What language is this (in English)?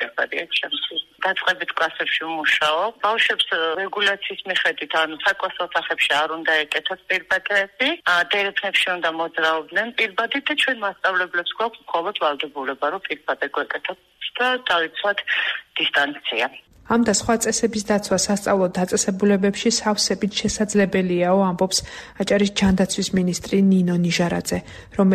Georgian